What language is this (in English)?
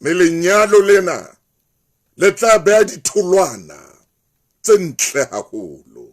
Southern Sotho